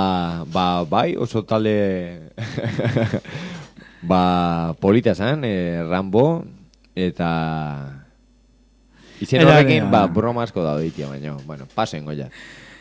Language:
Basque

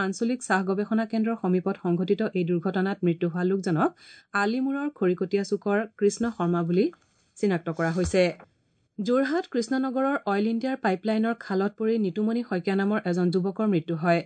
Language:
Assamese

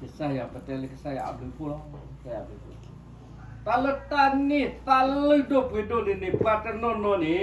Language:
S'gaw Karen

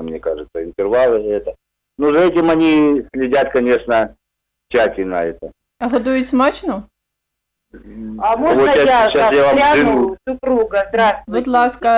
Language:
Ukrainian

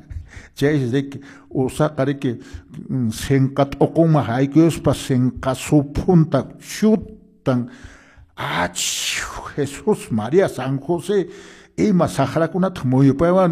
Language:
Quechua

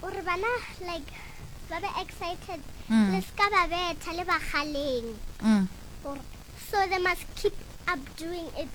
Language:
Northern Sotho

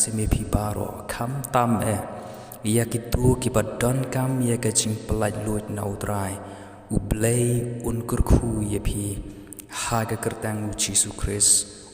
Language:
Khasi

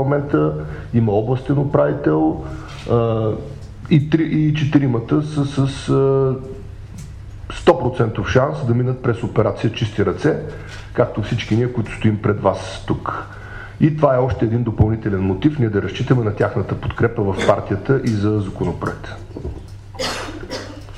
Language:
Bulgarian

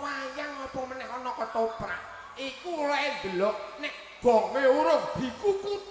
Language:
Javanese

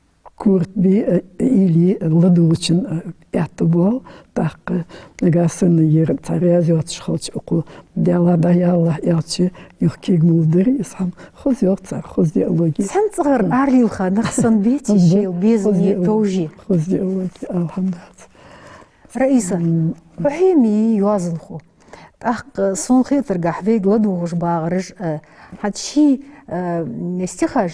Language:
Ingush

